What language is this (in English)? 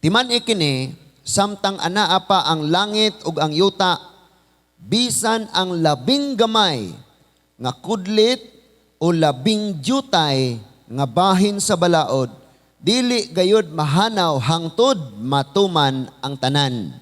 Cebuano